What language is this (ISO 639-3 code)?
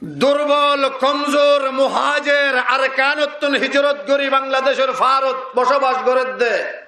rhg